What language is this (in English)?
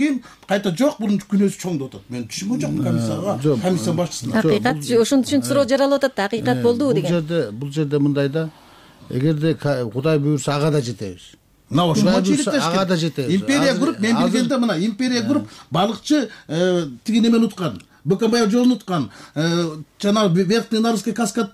Kyrgyz